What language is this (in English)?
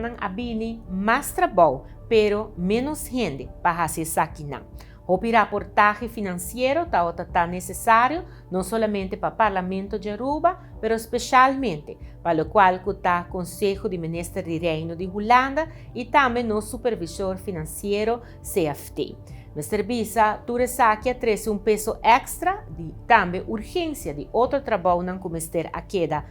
Papiamento